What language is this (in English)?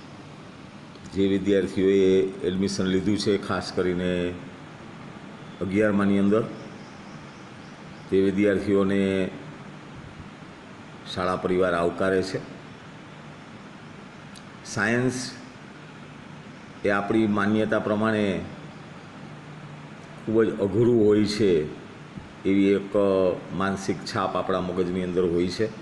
Gujarati